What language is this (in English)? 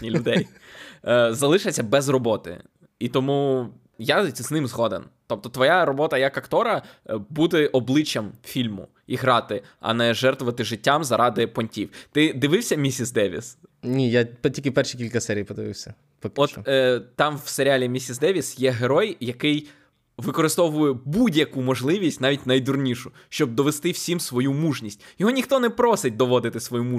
Ukrainian